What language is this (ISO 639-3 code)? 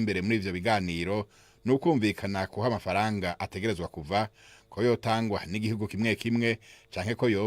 run